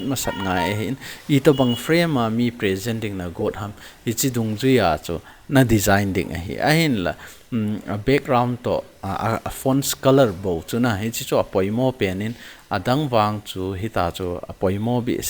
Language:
Thado Chin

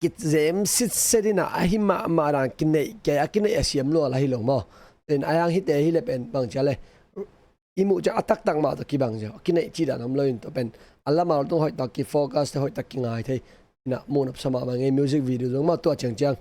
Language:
Tedim Chin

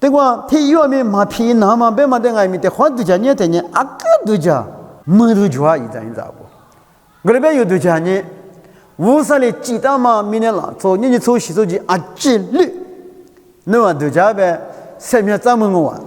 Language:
Lisu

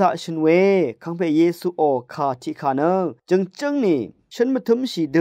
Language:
Rawang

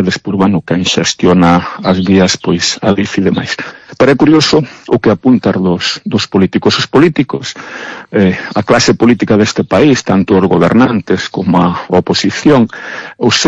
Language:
Galician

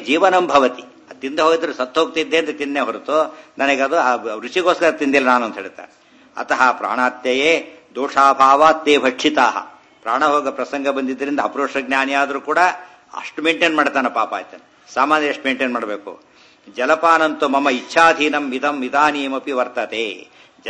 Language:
Kannada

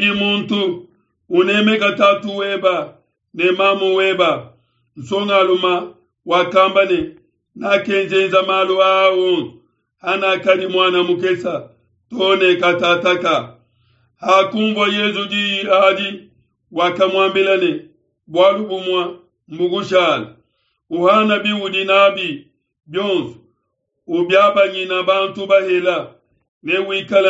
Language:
Luba-Lulua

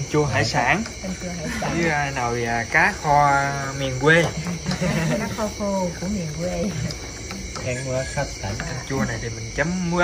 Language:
Vietnamese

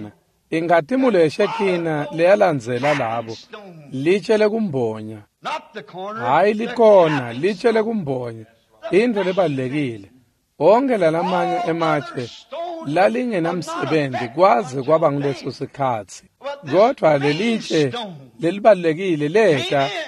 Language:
Swati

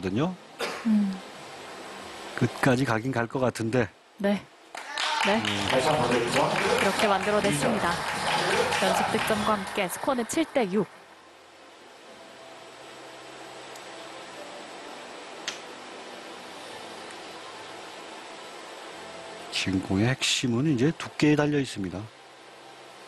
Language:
Korean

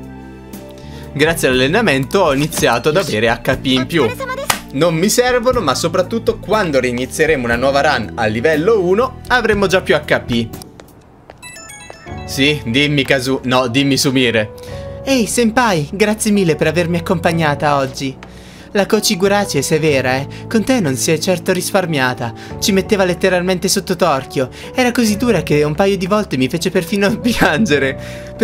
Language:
Italian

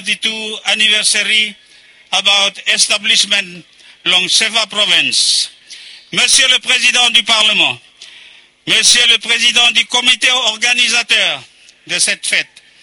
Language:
Bislama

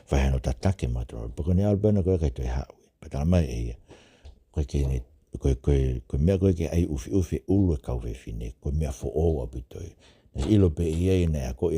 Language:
Tongan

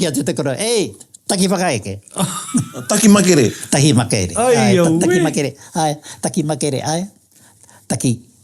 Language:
Māori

